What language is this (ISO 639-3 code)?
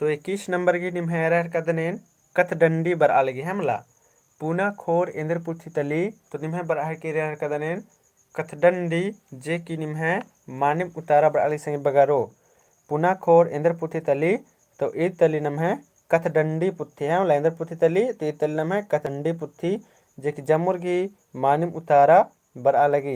kru